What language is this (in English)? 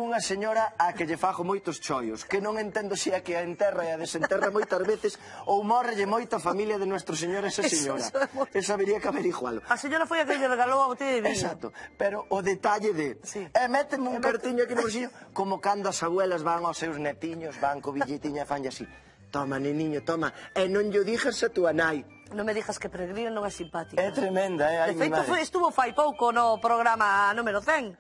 Galician